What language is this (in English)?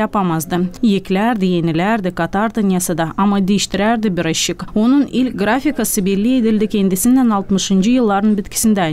Gagauz